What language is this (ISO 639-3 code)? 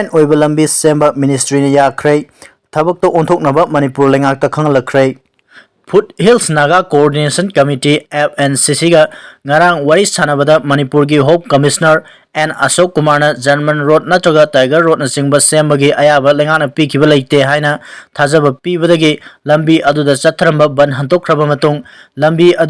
mni